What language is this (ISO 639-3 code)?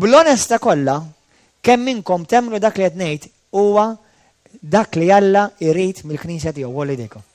mlt